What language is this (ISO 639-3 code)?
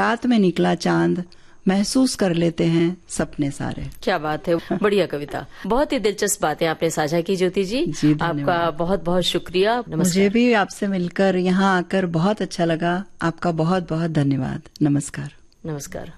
hin